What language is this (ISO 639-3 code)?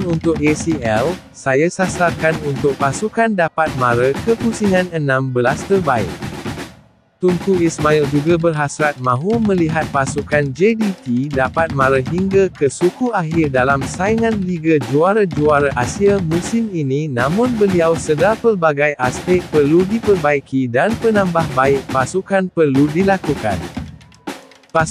msa